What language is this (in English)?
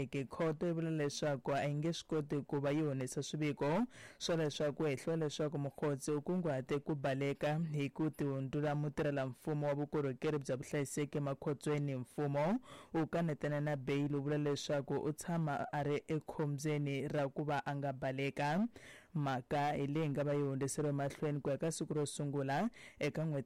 Tsonga